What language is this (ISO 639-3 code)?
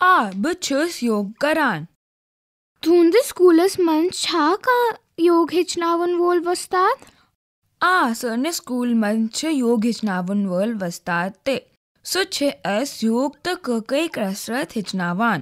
kas